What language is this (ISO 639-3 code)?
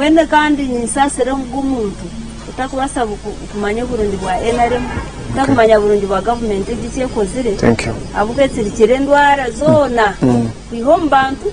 nyn